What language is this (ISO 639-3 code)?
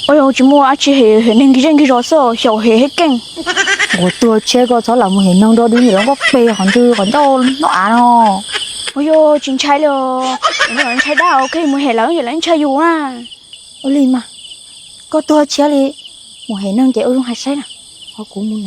hmn